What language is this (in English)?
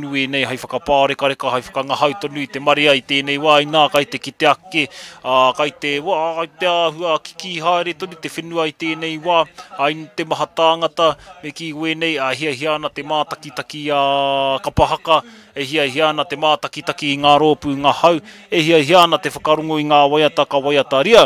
Māori